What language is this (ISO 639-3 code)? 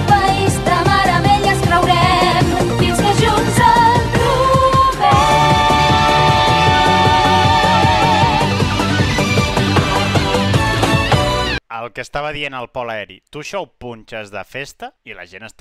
cat